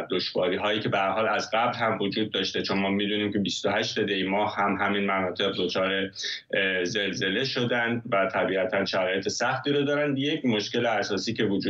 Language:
Persian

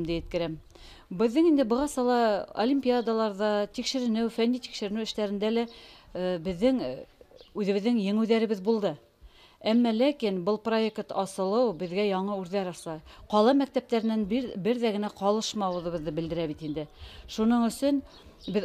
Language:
Bashkir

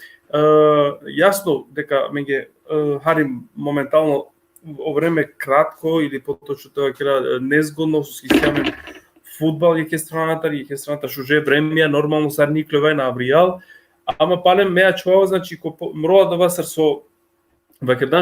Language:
Balkan Romani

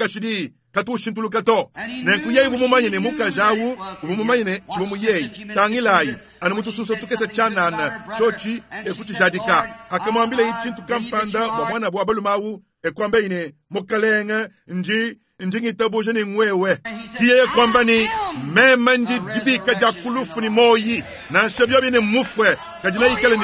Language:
Luba-Lulua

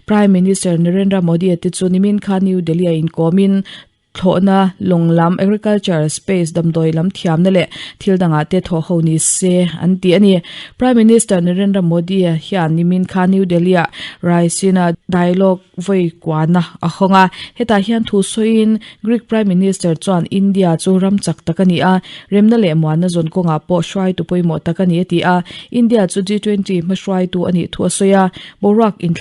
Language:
Mizo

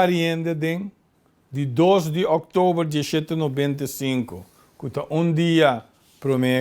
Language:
Papiamento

